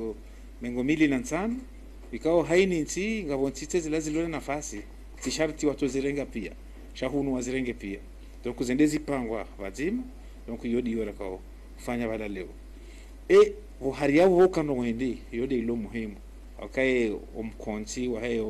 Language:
Ngazidja Comorian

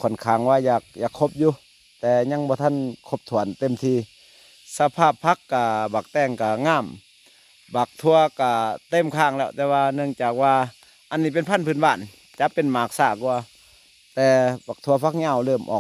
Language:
Lao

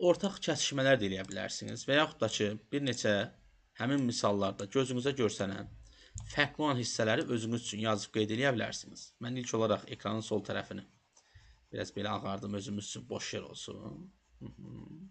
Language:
Azerbaijani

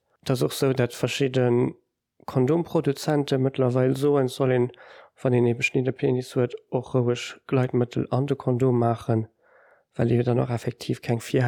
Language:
Luxembourgish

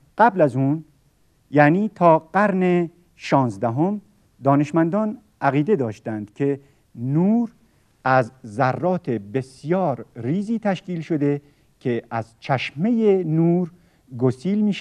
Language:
Persian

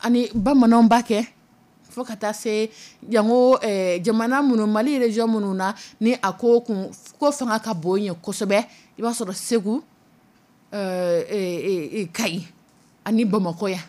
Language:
Dyula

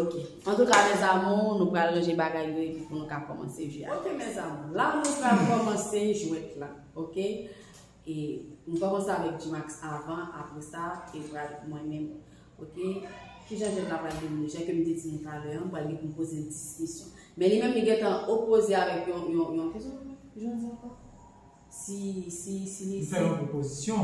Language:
Haitian Creole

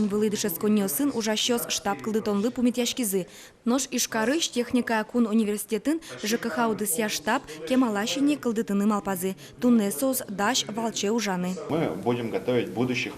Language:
Udmurt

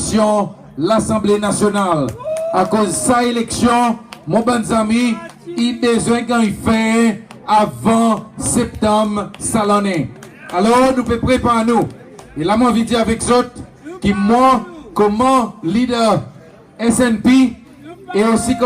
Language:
Seselwa Creole French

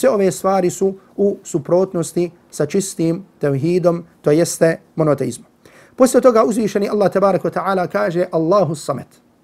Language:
Bosnian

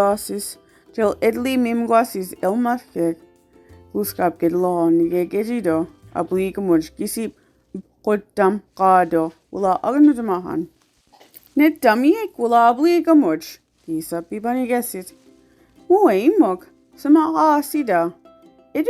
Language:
Mi'kmaw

